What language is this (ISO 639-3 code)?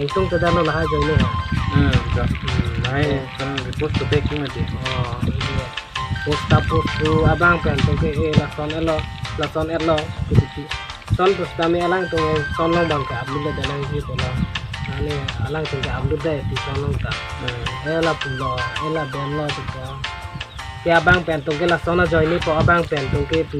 mjw